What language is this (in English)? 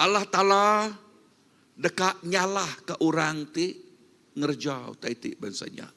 Iban